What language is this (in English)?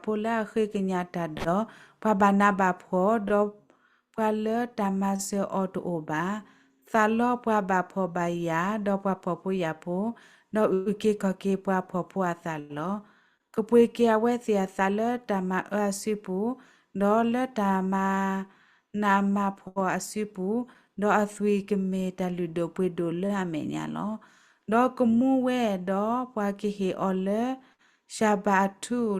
S'gaw Karen